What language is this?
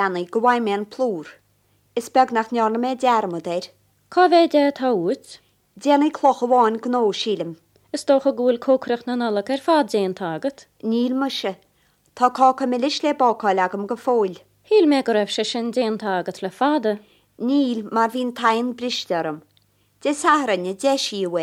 Irish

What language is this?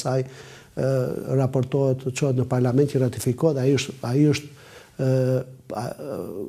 Albanian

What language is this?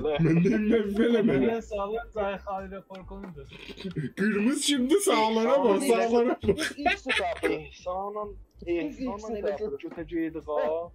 South Azerbaijani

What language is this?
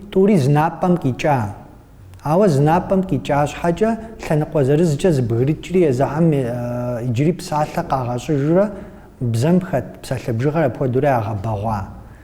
Kabardian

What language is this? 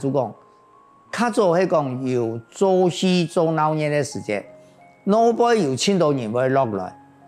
Hakka Chinese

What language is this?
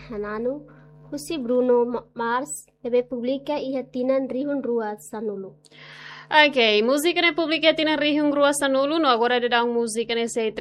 Tetum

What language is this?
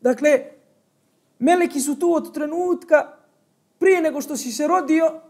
Bosnian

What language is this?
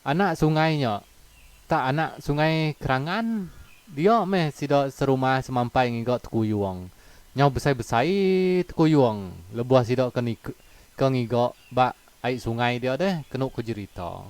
Iban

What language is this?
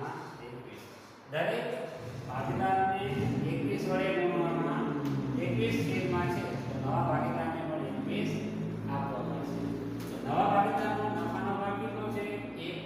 Gujarati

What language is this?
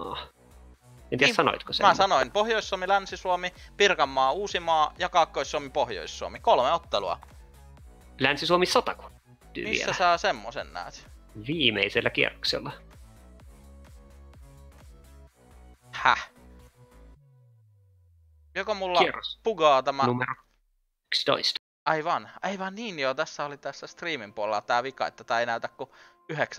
Finnish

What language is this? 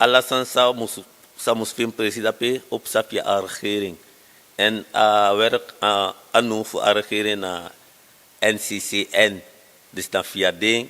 Sranan Tongo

